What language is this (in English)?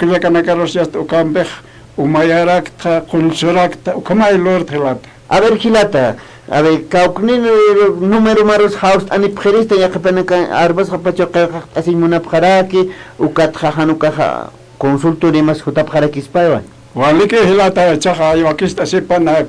Aymara